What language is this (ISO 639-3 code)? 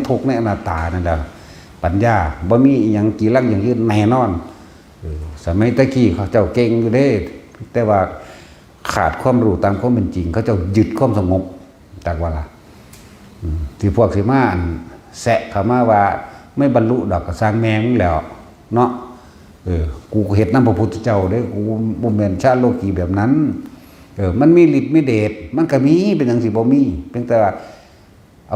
tts